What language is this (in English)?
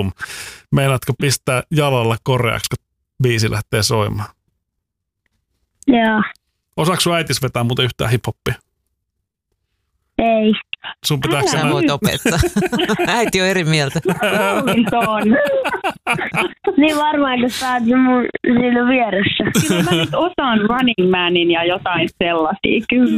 Finnish